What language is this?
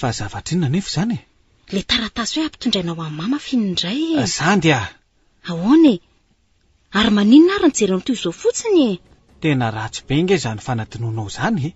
Malagasy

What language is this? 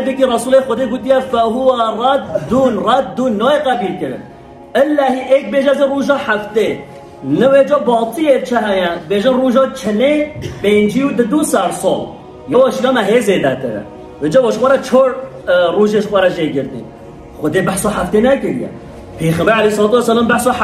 Kurdish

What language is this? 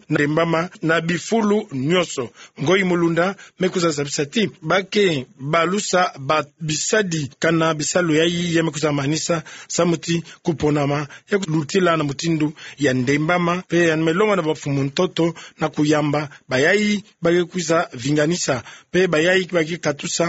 Kituba (Democratic Republic of Congo)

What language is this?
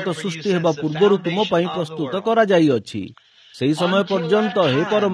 Odia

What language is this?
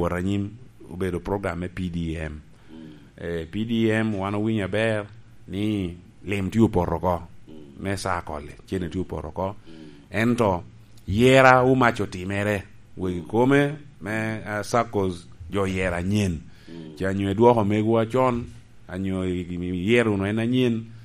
Lango (Uganda)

